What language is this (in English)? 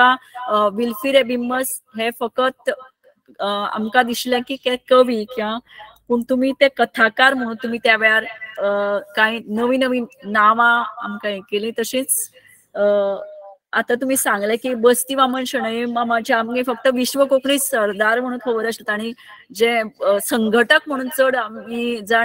Konkani